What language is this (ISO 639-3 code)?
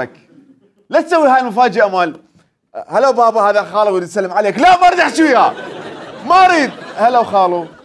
acm